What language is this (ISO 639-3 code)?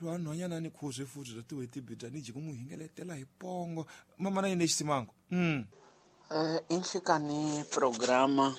tso